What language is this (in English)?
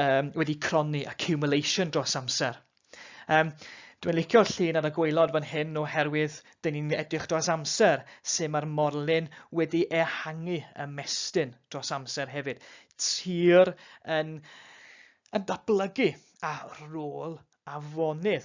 Welsh